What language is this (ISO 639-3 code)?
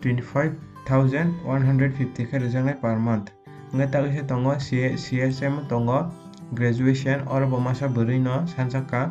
trp